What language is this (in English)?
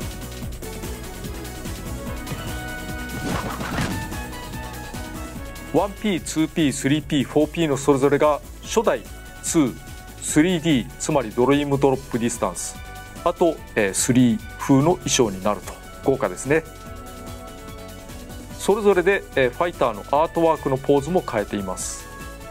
Japanese